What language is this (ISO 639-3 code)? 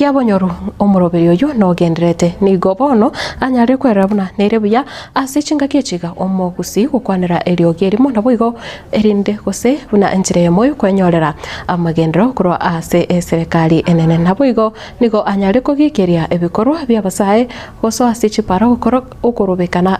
guz